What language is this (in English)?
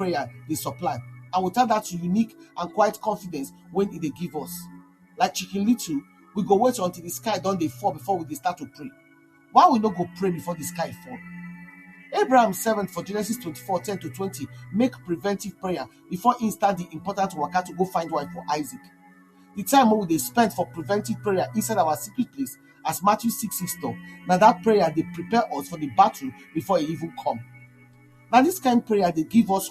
Nigerian Pidgin